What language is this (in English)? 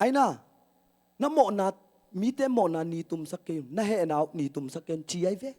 Tedim Chin